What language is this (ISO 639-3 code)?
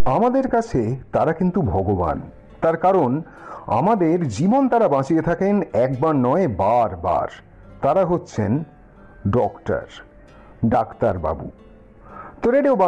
ben